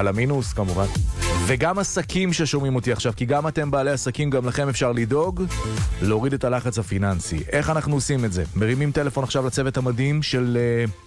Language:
Hebrew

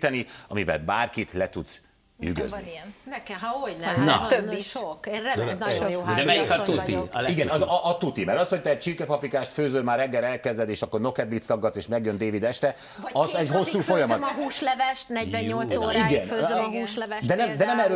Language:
Hungarian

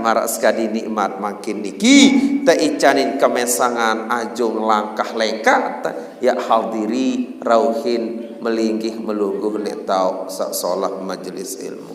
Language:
Sasak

